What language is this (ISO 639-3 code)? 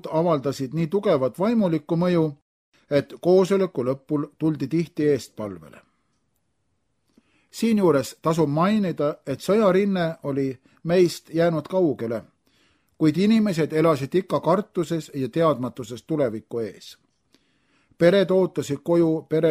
est